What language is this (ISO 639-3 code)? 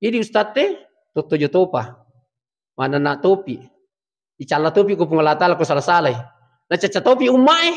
bug